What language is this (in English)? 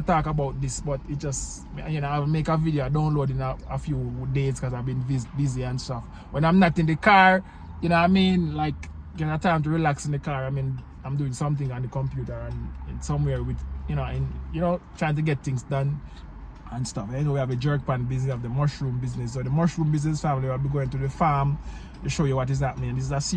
Jamaican Creole English